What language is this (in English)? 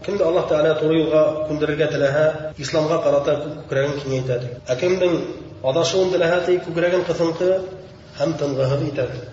Bashkir